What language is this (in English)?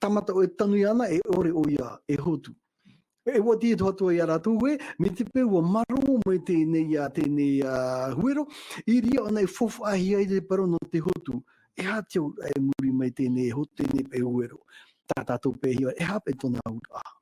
Tahitian